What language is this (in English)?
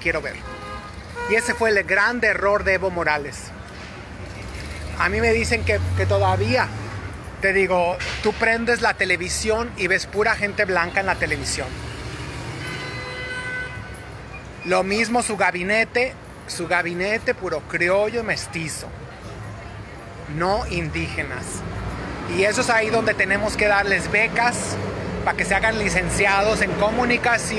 Spanish